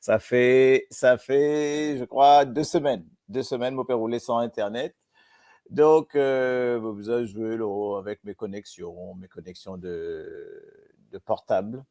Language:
Morisyen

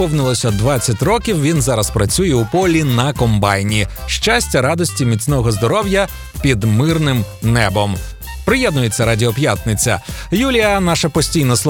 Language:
Ukrainian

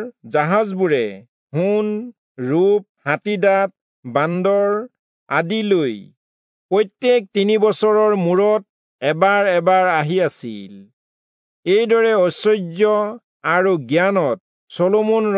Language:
Assamese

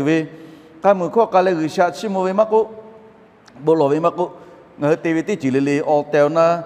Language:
Lahu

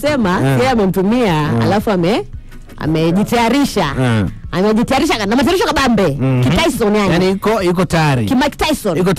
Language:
Swahili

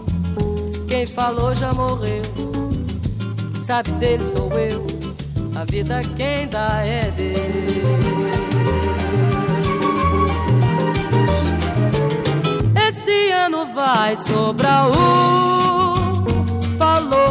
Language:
Portuguese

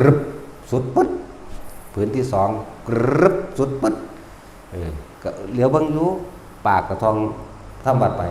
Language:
Northeastern Thai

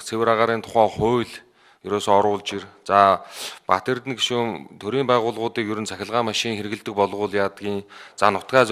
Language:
Mongolian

